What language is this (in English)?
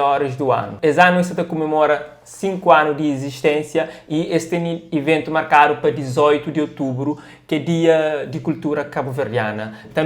Kabuverdianu